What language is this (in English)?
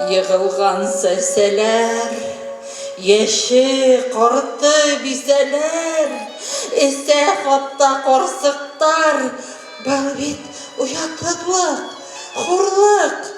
Bashkir